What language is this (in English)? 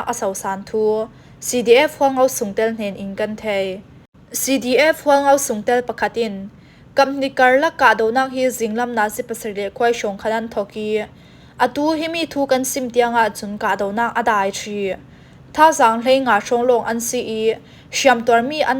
Falam Chin